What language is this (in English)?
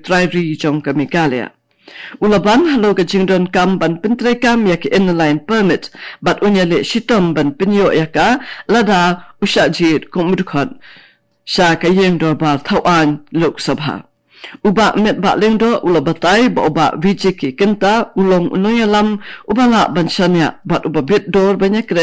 Khasi